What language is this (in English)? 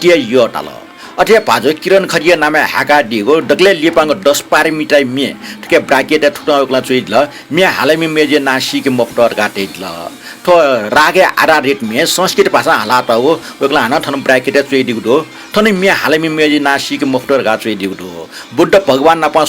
Newari